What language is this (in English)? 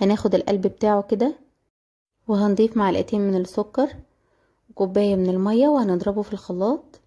Egyptian Arabic